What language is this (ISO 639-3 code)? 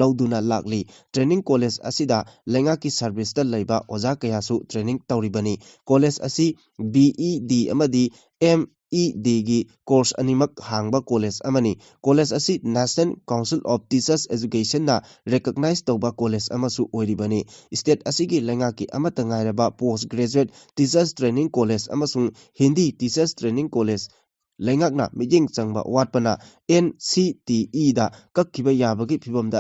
mni